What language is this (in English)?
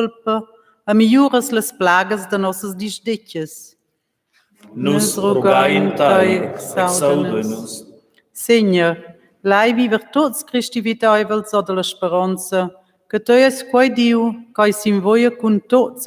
Romansh